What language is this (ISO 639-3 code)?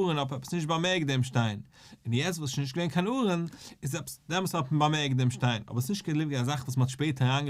yid